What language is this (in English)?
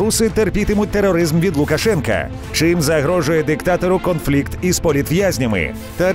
Ukrainian